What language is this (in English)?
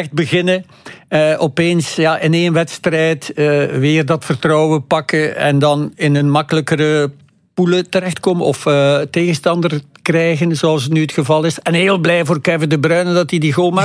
Dutch